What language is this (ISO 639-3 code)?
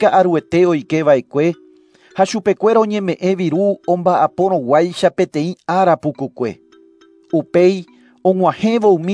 grn